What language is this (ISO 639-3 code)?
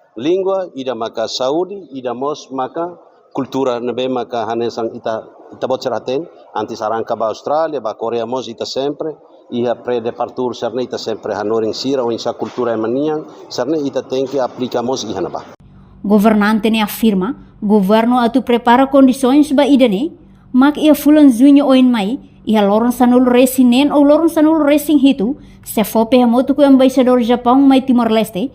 tet